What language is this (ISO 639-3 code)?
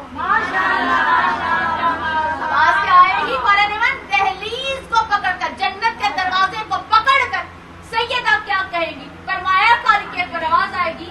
urd